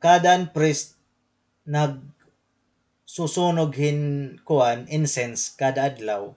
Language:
Waray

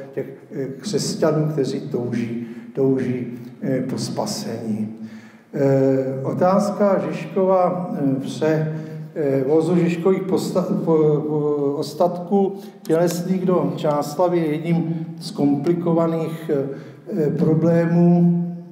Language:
Czech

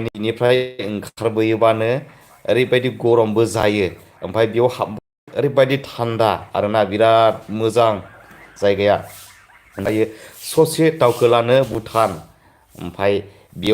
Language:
Bodo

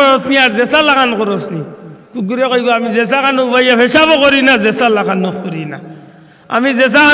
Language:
Sylheti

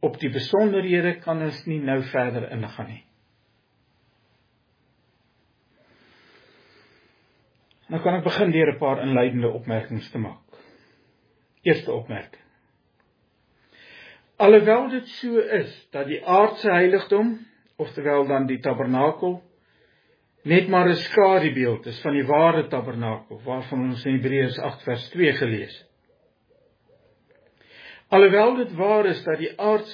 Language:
Afrikaans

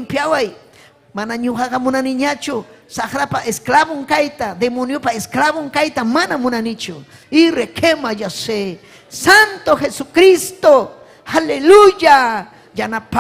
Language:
Ayacucho Quechua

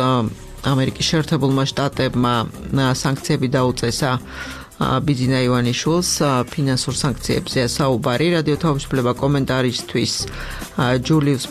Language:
Georgian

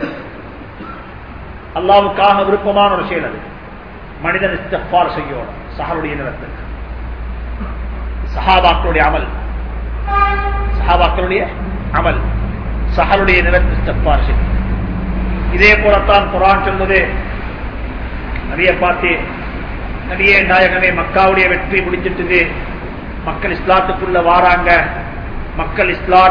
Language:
Tamil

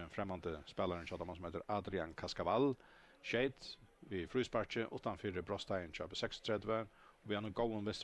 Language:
Faroese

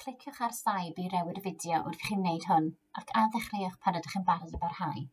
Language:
Welsh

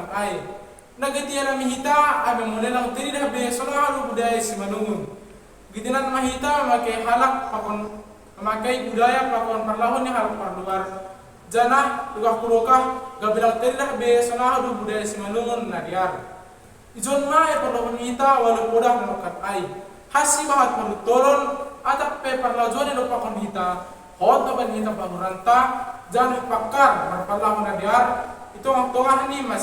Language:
Batak Simalungun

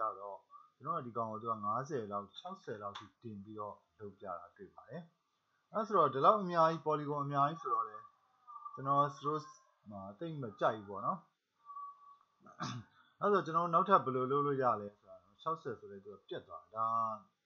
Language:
Burmese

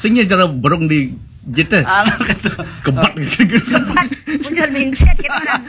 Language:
Balinese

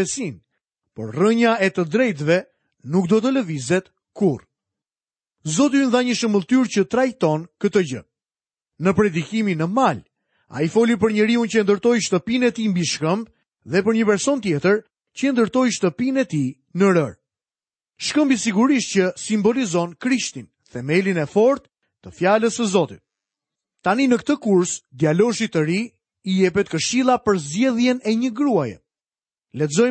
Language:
Albanian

